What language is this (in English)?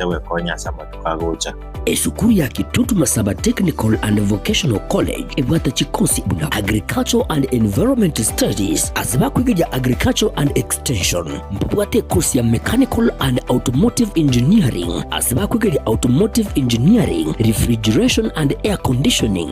Gusii